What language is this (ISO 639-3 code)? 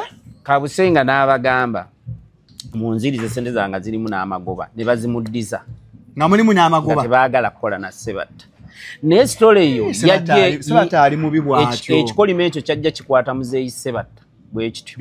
lug